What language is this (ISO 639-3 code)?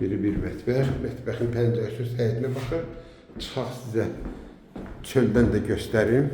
aze